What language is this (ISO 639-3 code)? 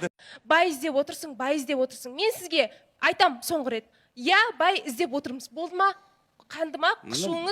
kaz